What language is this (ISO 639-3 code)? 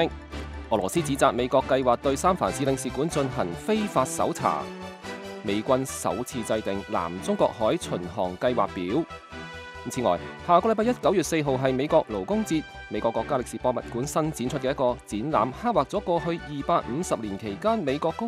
yue